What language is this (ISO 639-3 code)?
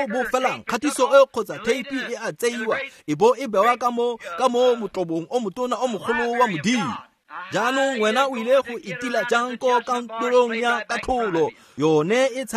tsn